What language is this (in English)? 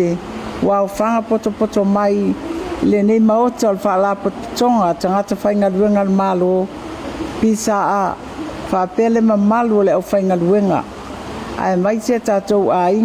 Samoan